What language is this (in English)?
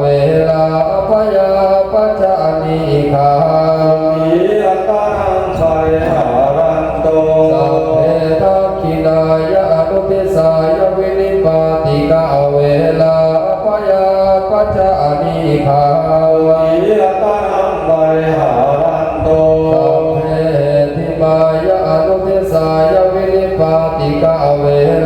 Pali